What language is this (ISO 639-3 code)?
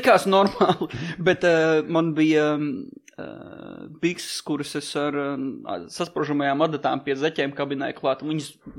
lav